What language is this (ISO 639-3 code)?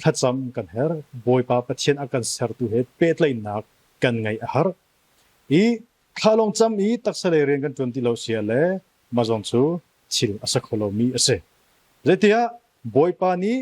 cnh